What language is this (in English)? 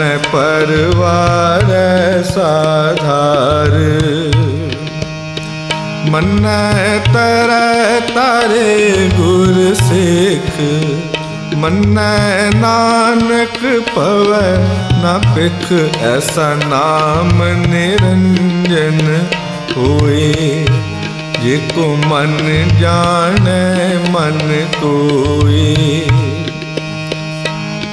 Punjabi